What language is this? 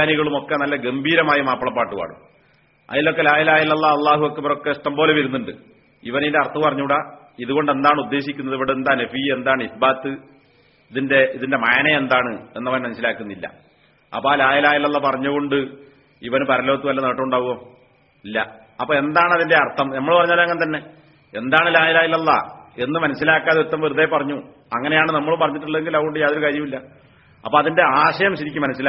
Malayalam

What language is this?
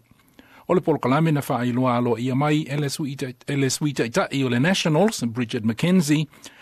Samoan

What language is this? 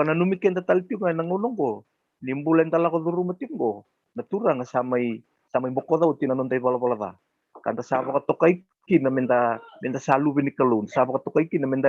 Fijian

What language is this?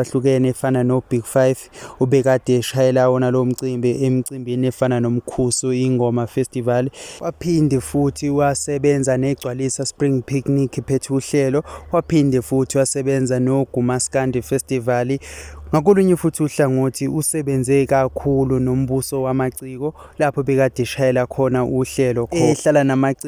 Zulu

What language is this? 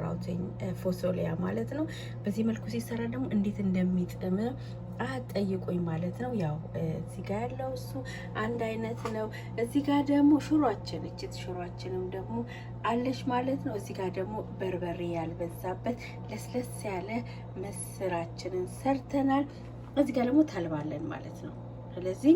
Amharic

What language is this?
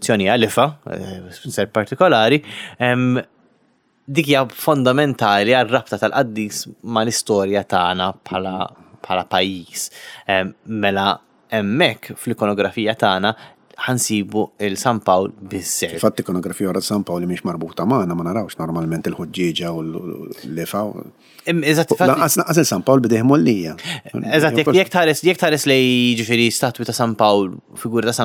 Maltese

